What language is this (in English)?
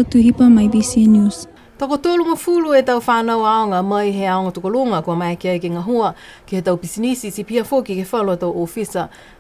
Niuean